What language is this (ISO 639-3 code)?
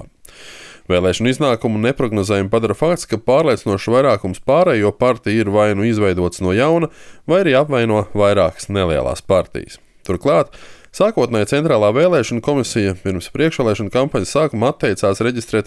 lav